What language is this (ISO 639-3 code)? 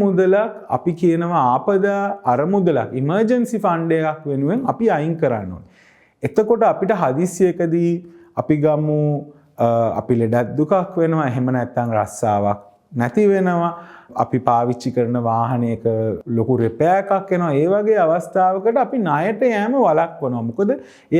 sin